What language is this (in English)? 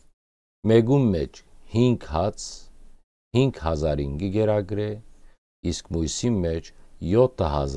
Western Armenian